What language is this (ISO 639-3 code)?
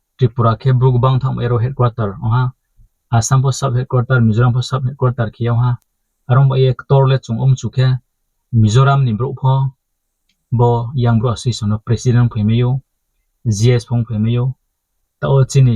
ria